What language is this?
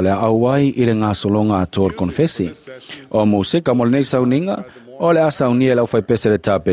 Samoan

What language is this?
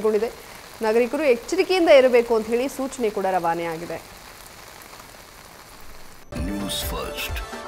Kannada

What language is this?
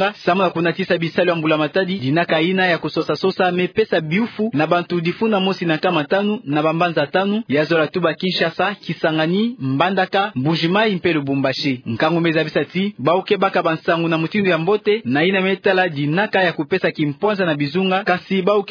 Kituba (Democratic Republic of Congo)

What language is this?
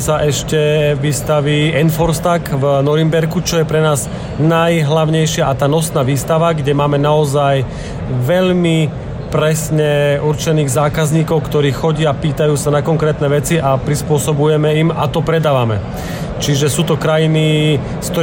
Slovak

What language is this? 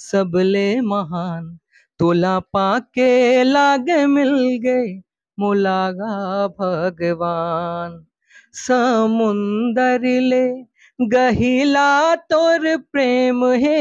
Chhattisgarhi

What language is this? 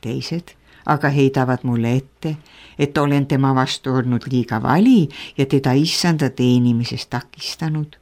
Estonian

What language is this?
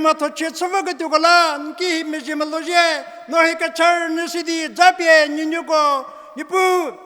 Angami Naga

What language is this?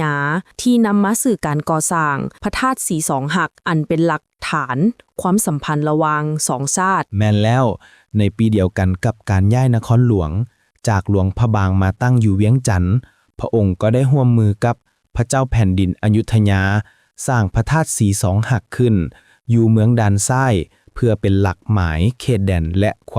Lao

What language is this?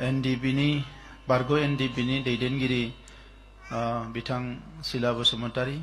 Bodo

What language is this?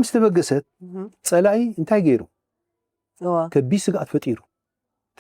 Tigrinya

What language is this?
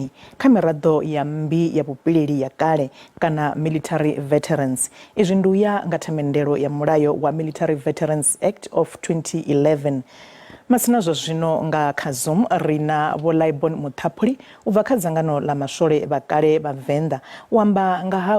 Venda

